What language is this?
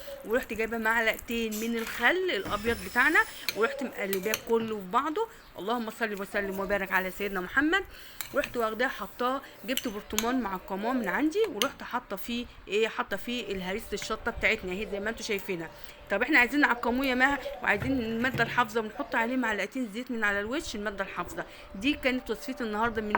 Egyptian Arabic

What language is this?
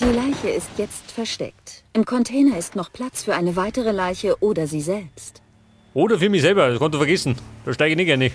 Bavarian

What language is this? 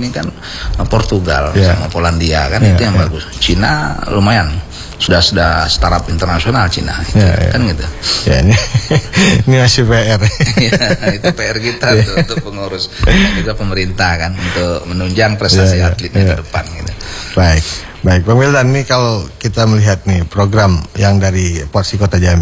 Indonesian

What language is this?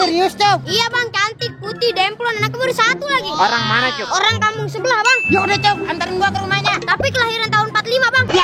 Betawi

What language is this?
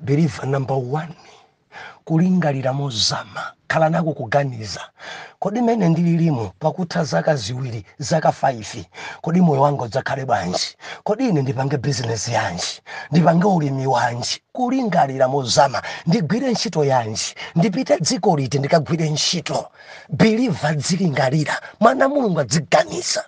Nyanja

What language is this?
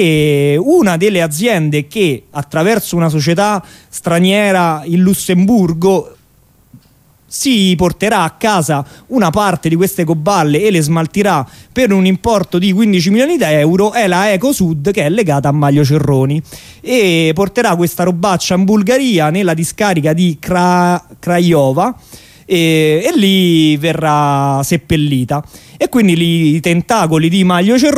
Italian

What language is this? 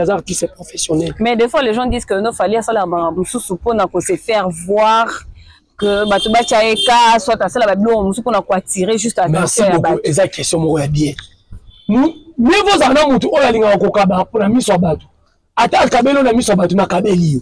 Lingala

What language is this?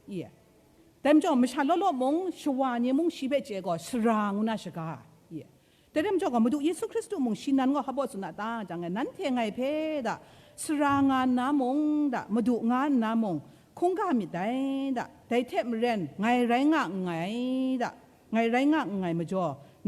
Kachin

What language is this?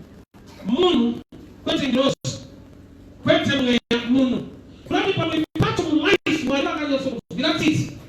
Shona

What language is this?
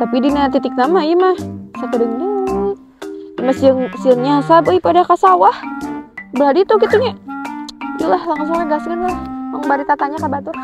Sundanese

